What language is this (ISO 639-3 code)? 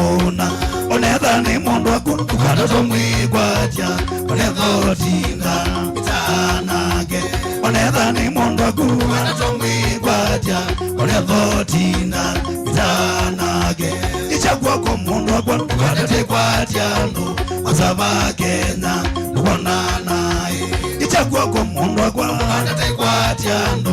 kam